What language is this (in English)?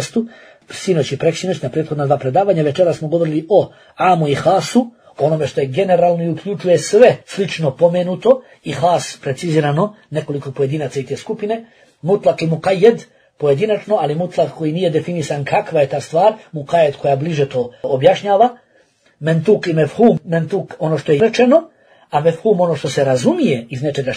Bosnian